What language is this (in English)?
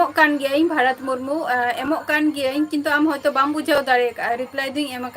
Santali